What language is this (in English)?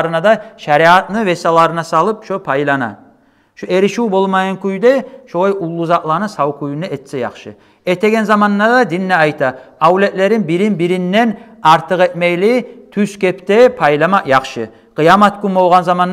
Kumyk